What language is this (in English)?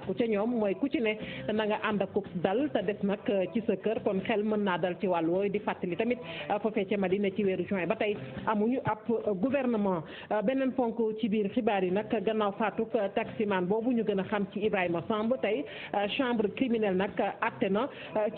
Wolof